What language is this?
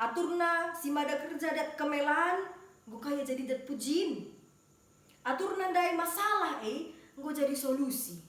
Batak Karo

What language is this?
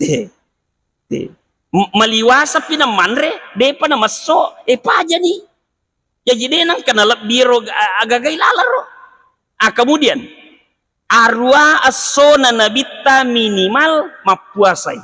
Buginese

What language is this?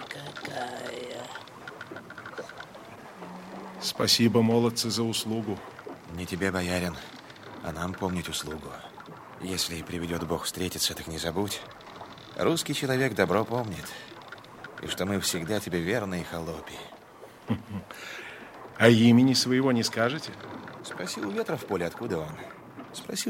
Russian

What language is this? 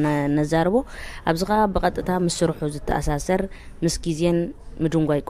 Tigrinya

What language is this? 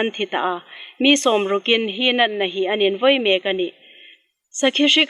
Hmar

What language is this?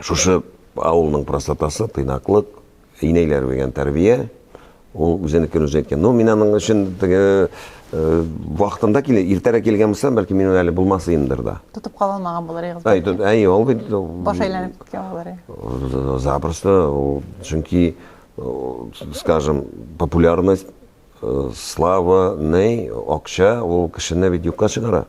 Tatar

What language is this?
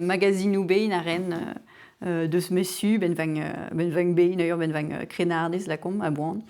Breton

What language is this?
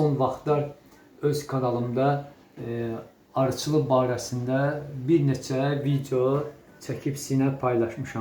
Azerbaijani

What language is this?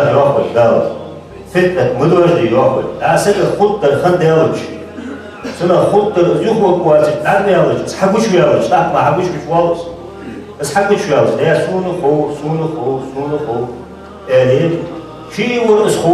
Ingush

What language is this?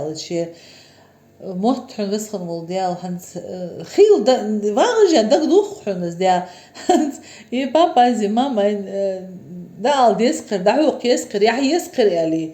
Ingush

